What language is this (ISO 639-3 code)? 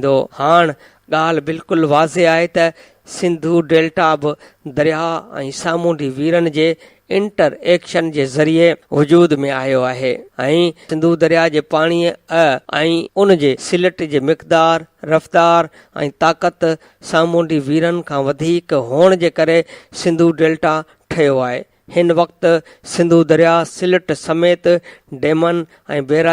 snd